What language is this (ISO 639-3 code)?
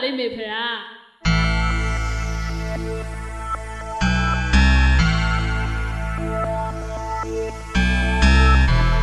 mya